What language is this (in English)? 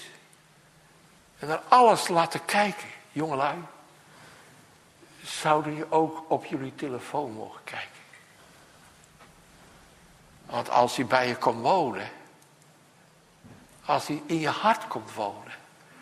Dutch